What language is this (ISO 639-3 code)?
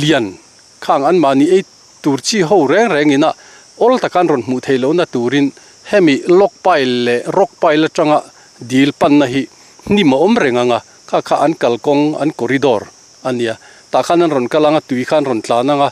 lus